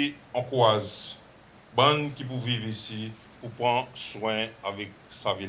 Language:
Seselwa Creole French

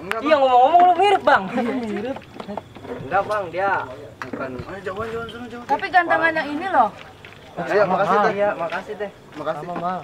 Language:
Betawi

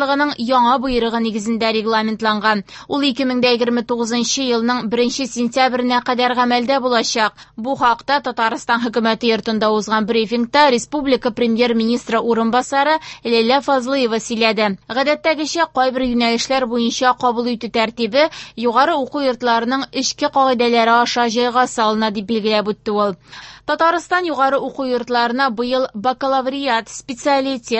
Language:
Tatar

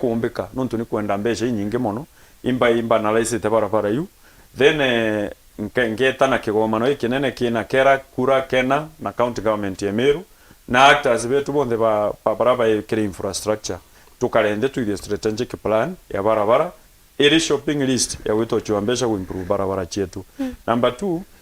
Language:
Meru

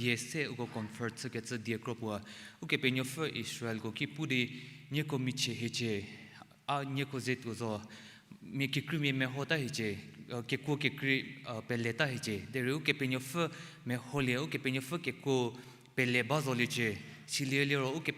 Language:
Angami Naga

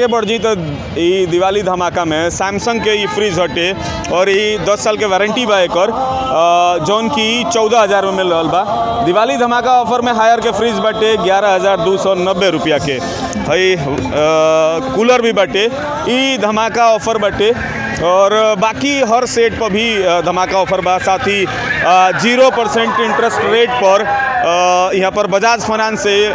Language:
Bhojpuri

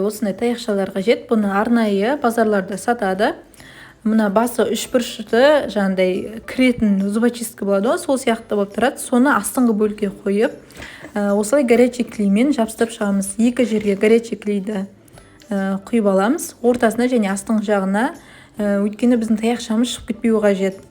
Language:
Kazakh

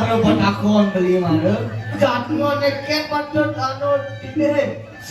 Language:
Balinese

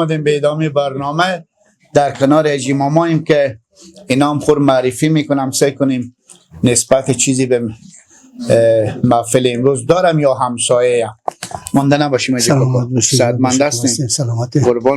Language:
Persian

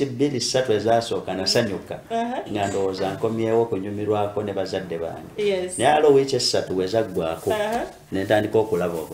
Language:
Ganda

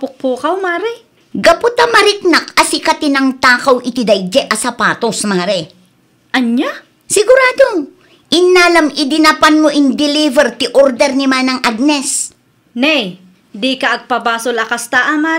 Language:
Iloko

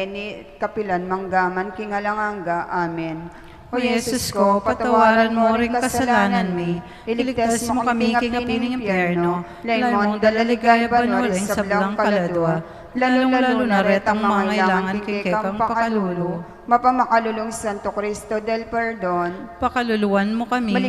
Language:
Pampanga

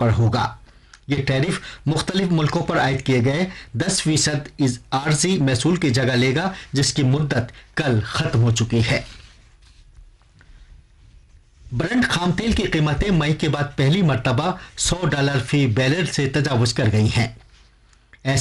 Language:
Urdu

